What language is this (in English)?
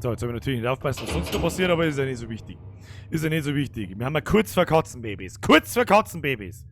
Bavarian